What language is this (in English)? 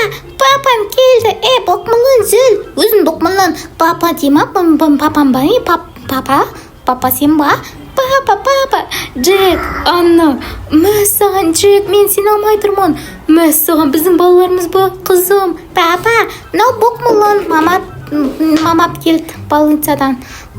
Kazakh